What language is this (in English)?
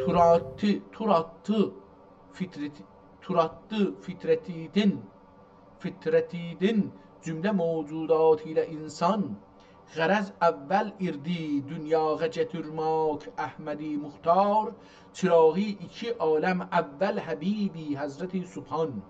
South Azerbaijani